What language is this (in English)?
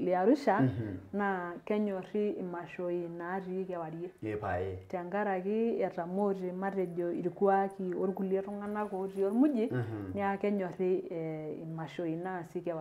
Masai